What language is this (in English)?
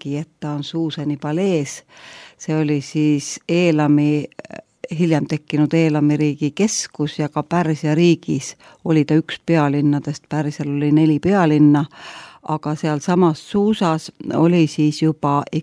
Estonian